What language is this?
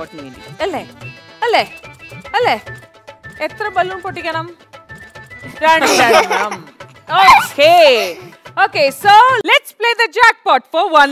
Malayalam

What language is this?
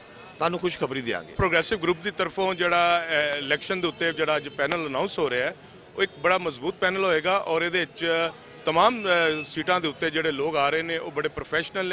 Western Panjabi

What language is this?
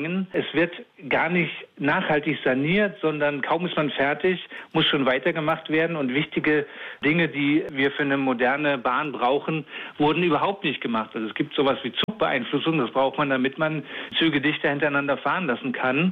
German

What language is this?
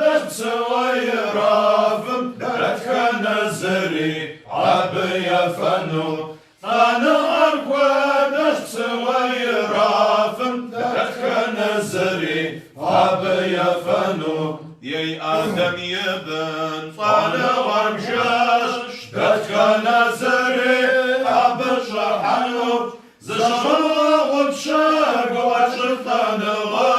Kabardian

